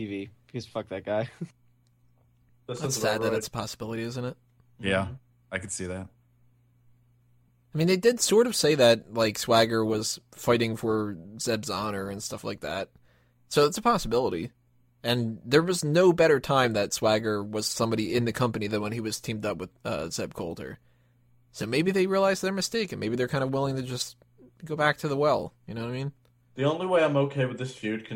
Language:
English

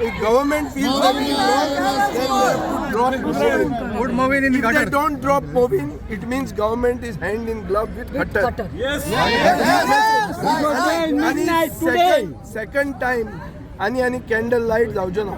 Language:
Konkani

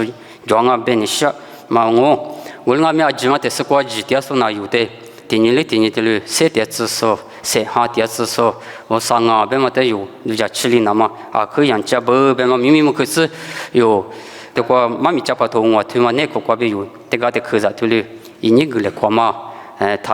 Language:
Lisu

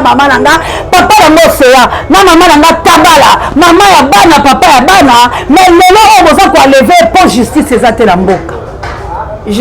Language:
Lingala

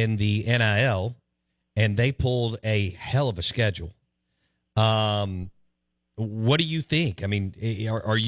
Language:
English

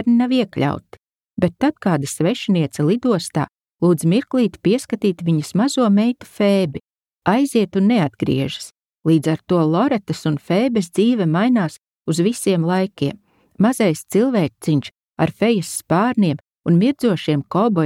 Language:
Latvian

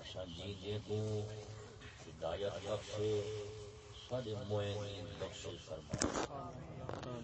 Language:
Saraiki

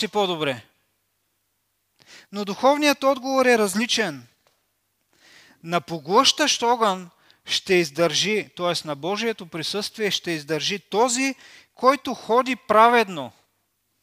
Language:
Bulgarian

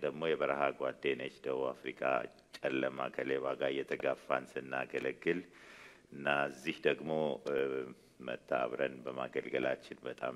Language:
Amharic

